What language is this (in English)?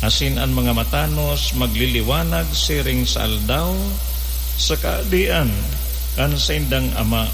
Bikol